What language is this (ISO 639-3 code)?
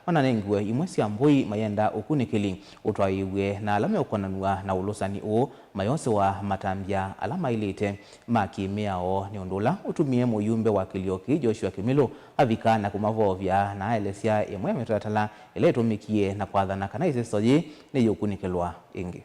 kam